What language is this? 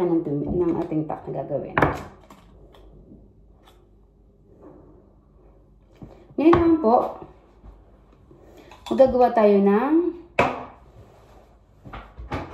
Filipino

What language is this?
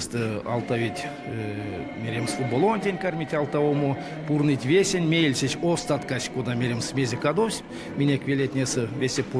Erzya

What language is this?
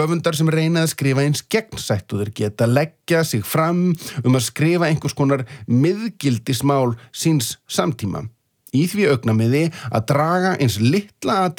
Icelandic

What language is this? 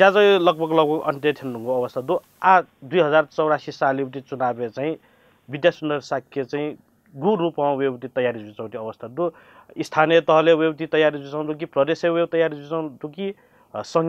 Newari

